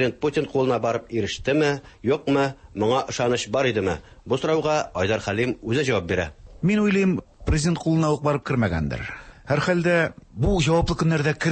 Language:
Tatar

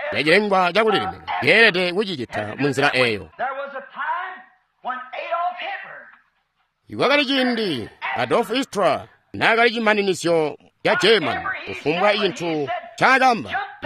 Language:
Tonga (Zambia)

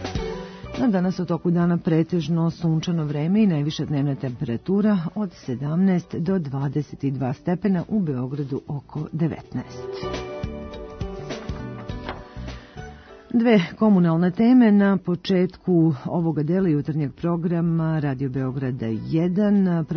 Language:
Serbian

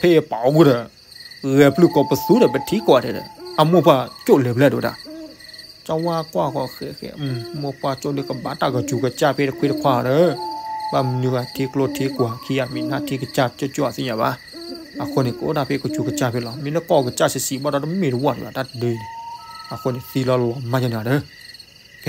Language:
S'gaw Karen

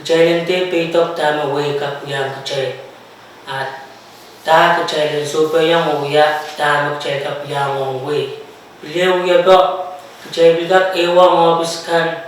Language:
Pohnpeian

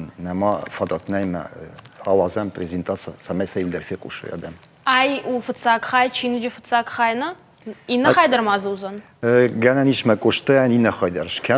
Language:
Ossetic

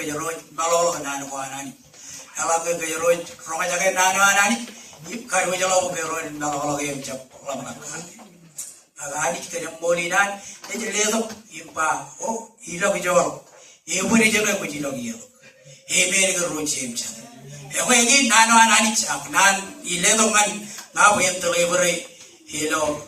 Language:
Marshallese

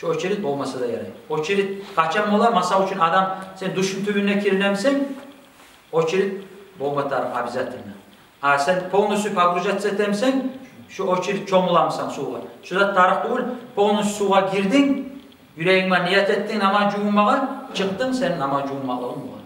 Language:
Kumyk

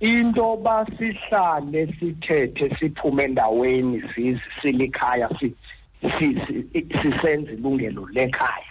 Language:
Xhosa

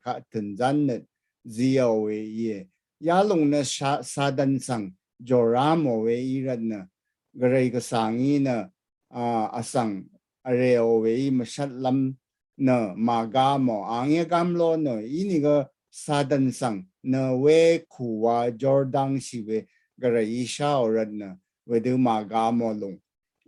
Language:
Rawang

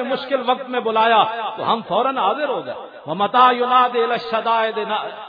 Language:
Western Panjabi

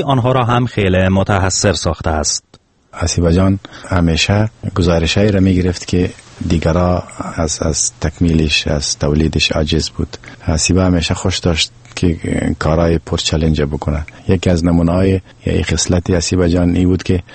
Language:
Persian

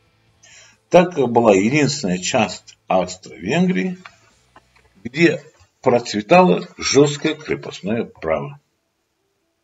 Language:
Russian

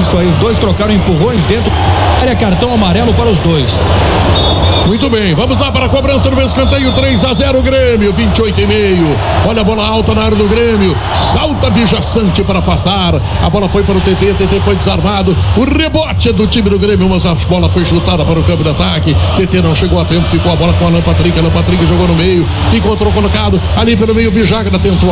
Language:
Portuguese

